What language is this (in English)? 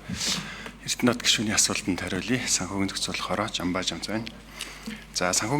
Mongolian